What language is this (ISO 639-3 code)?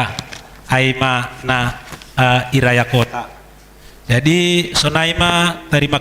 bts